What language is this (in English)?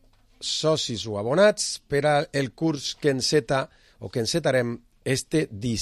Catalan